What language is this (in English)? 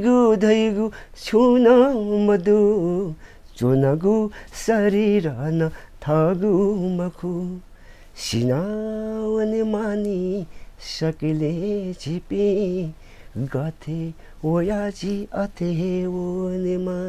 Newari